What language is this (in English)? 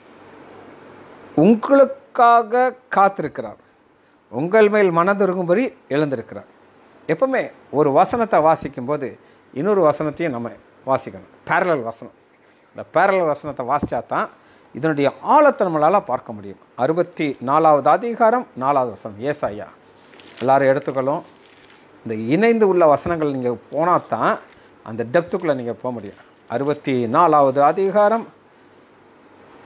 Tamil